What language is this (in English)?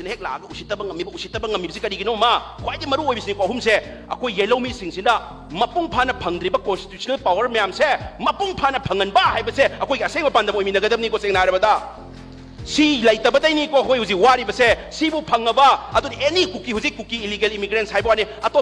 Manipuri